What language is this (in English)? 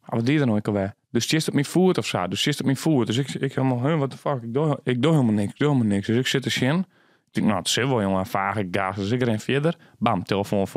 Western Frisian